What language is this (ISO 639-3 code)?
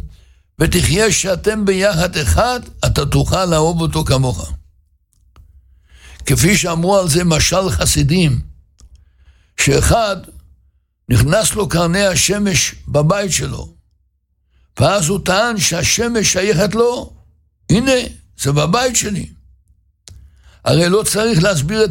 heb